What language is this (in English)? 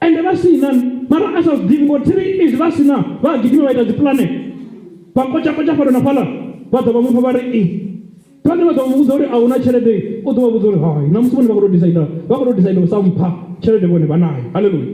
Venda